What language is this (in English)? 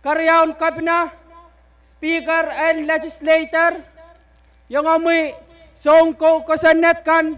Pohnpeian